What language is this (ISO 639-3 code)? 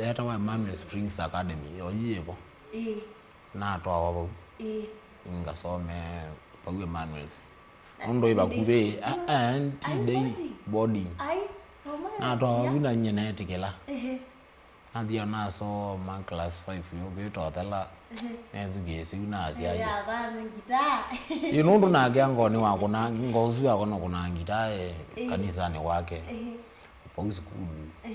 kam